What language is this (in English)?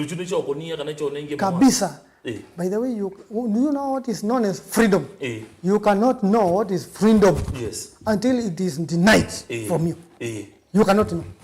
Kamba